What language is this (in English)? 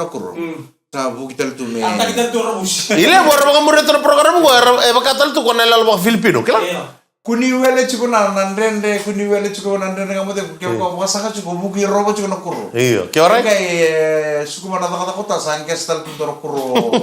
Fijian